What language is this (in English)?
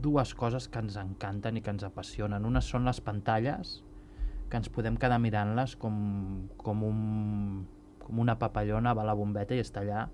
Catalan